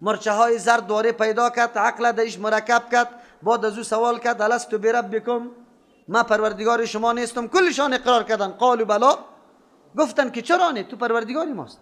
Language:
Persian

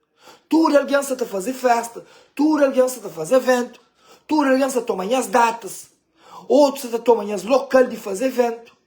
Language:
Kabuverdianu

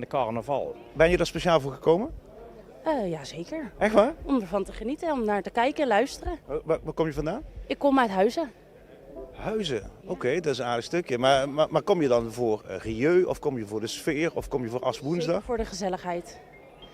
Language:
Limburgish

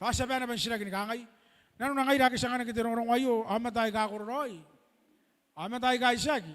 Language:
Gilbertese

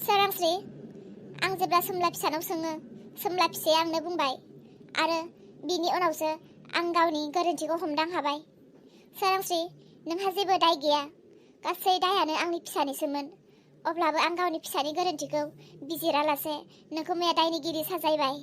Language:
Bodo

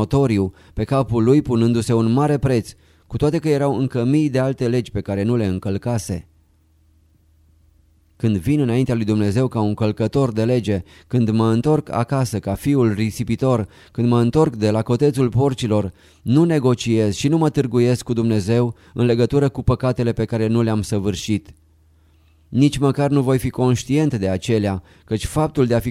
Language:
Romanian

